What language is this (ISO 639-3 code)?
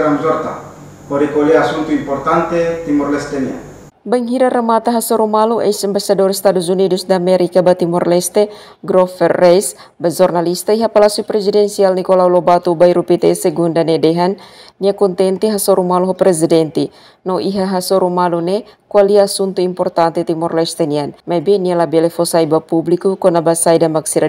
tet